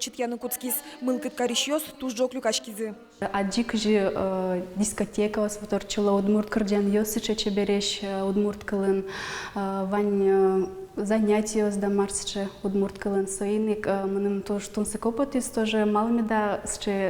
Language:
Udmurt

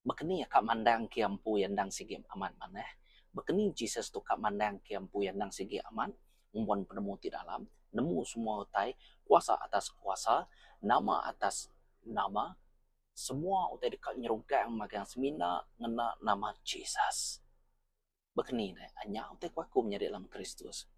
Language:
Iban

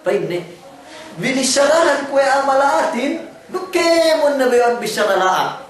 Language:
Yakan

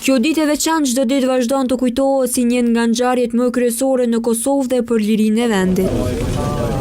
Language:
Albanian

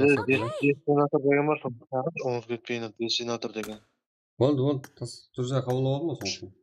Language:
Kara-Kalpak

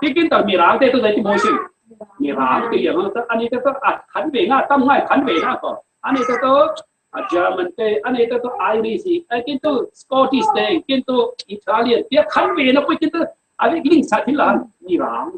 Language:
Falam Chin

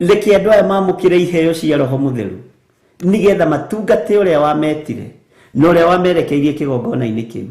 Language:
Kikuyu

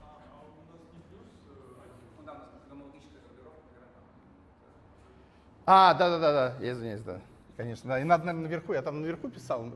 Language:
Russian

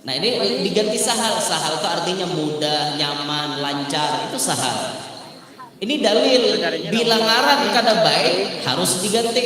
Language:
Banjar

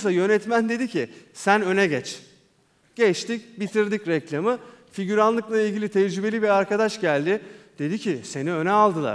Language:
Turkish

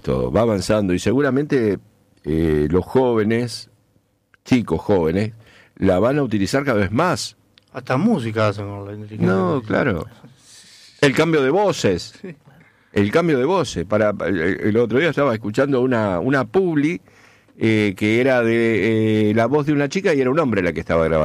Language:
Spanish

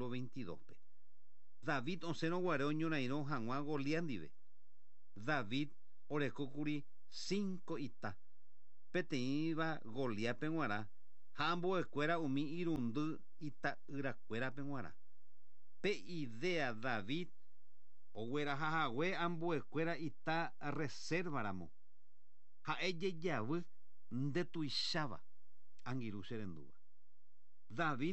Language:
Guarani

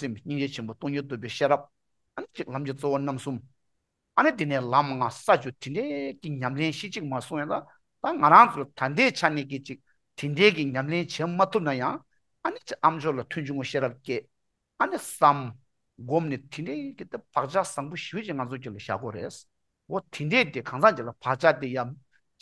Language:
Tibetan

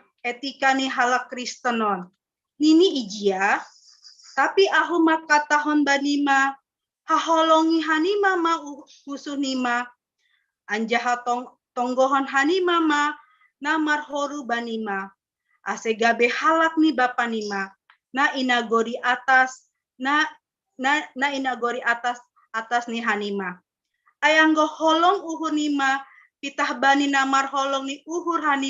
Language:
Batak Simalungun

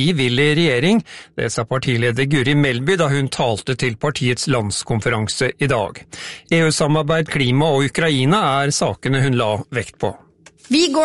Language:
Norwegian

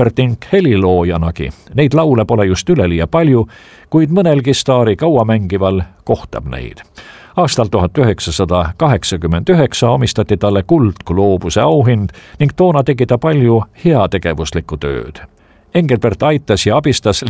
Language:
Estonian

